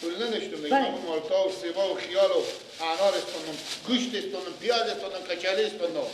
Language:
Persian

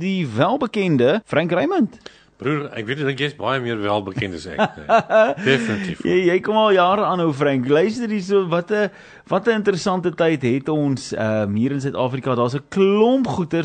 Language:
Afrikaans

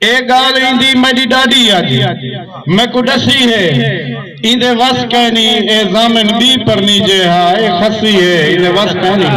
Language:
Saraiki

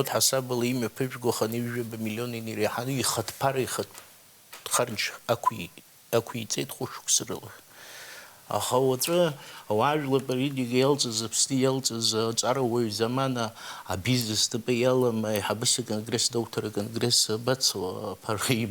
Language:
Abkhazian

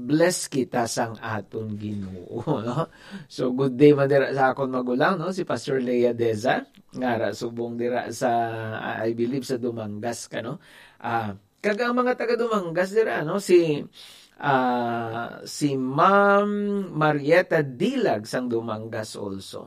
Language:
Hiligaynon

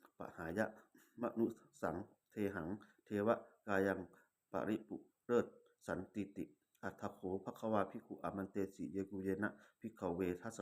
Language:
Pali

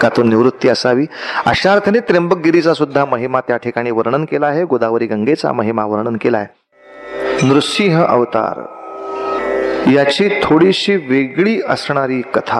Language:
Marathi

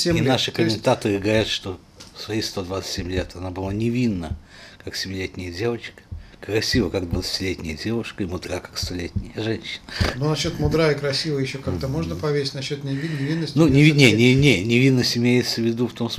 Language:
Russian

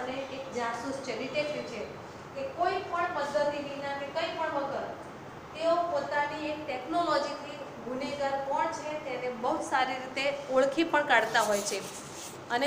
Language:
Gujarati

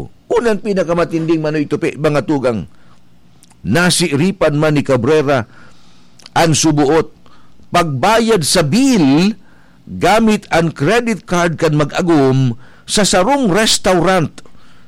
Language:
Bikol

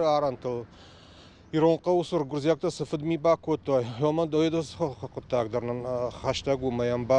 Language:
Ossetic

